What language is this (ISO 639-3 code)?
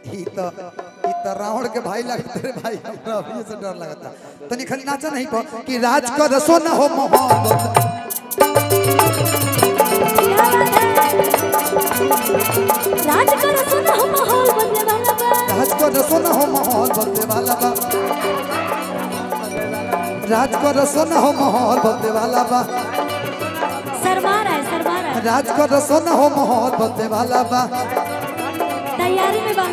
bho